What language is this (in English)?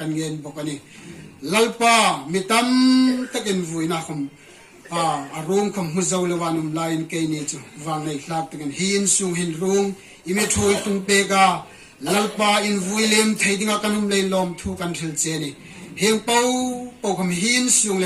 Hmar